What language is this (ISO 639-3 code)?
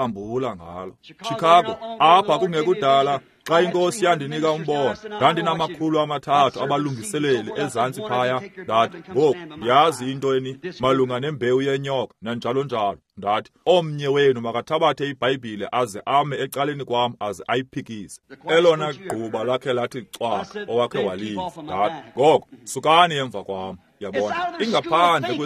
xho